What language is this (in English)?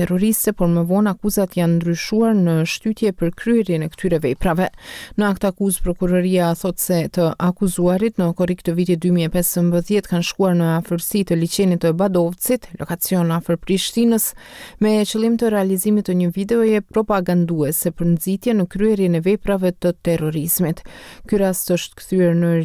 Albanian